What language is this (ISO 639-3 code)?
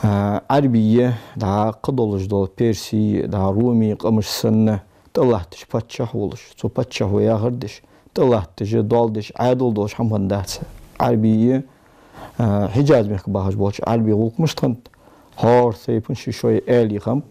inh